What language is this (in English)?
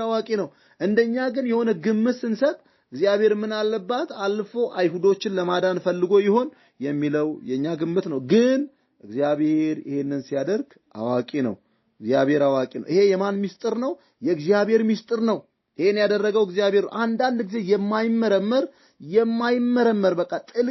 Amharic